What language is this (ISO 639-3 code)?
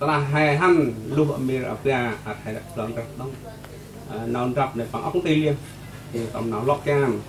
cmo